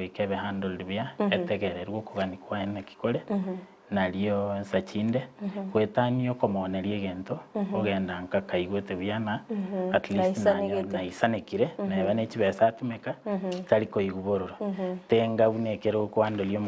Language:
Gusii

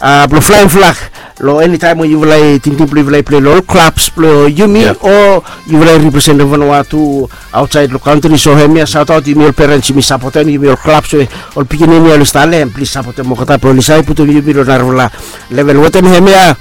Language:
Bislama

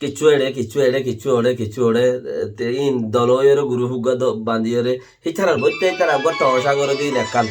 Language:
Rohingya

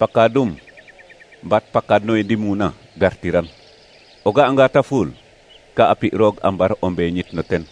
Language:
Serer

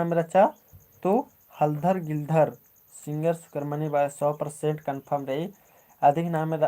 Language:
Kurukh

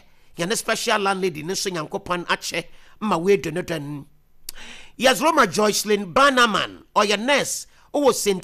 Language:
Akan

